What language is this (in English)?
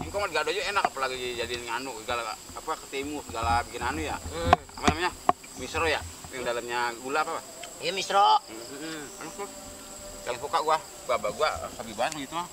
Betawi